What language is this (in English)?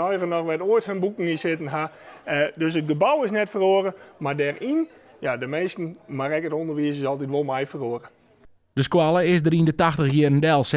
Western Frisian